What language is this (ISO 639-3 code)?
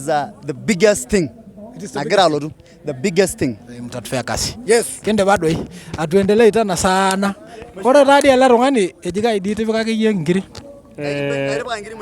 mas